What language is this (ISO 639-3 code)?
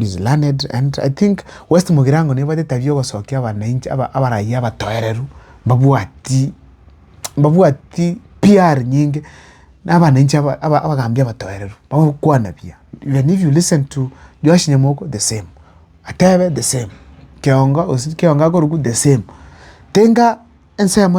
guz